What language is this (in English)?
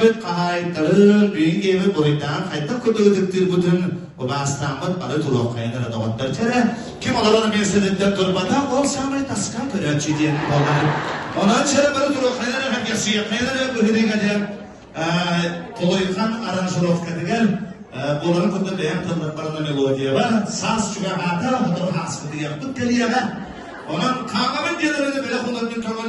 Yakut